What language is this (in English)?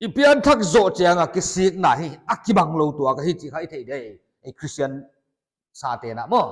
Paite Chin